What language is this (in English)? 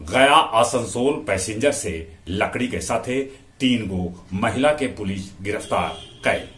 Magahi